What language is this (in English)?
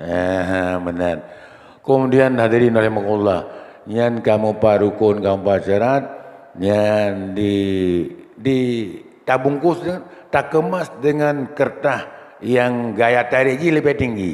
Achinese